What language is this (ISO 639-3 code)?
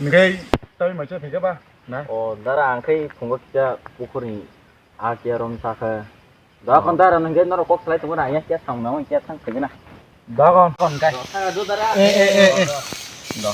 trp